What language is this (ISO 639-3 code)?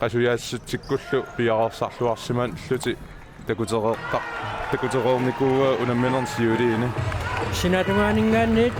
kal